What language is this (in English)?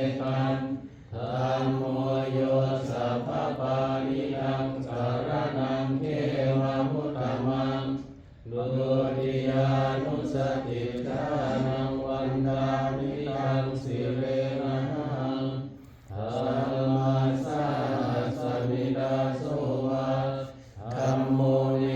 Pali